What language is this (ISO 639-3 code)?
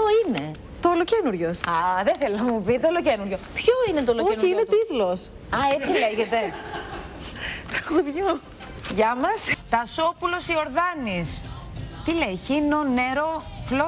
ell